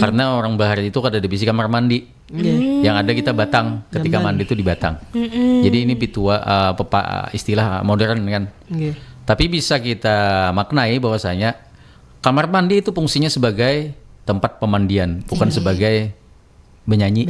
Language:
Banjar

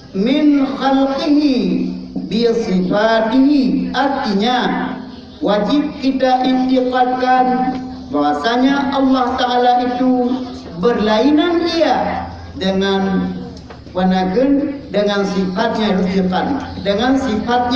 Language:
Achinese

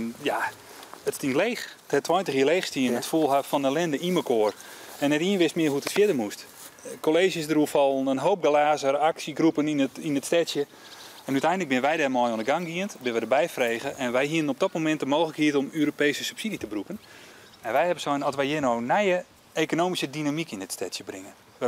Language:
Western Frisian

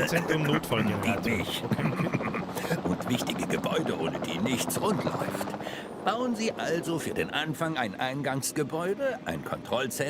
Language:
Bavarian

